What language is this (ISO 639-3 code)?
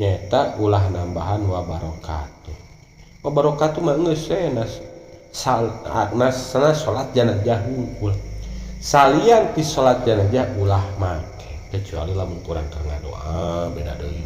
sun